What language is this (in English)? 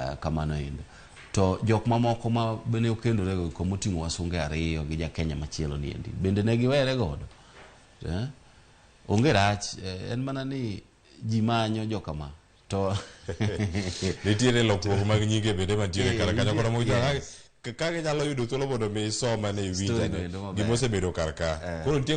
Luo (Kenya and Tanzania)